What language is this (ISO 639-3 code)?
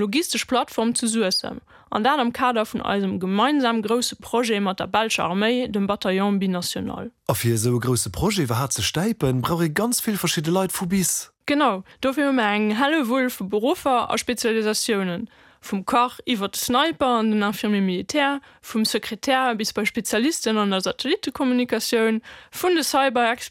ltz